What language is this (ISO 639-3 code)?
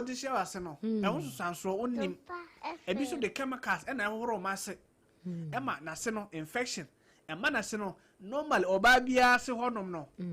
aka